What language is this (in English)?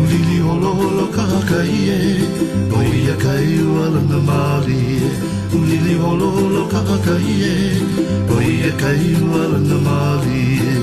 Hawaiian